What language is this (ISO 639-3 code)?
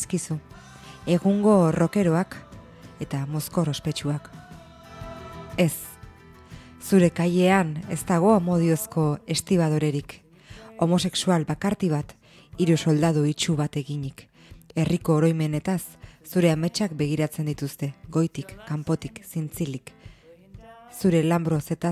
eus